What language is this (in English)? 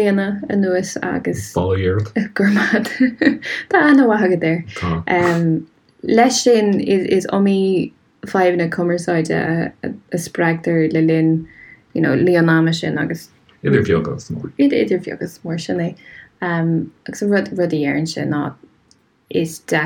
Irish